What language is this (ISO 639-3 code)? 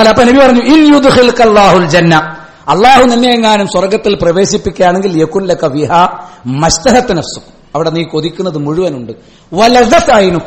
mal